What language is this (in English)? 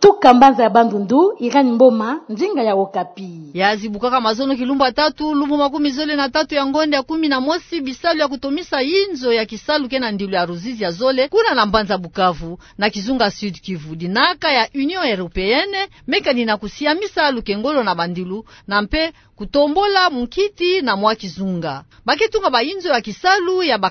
Kituba (Democratic Republic of Congo)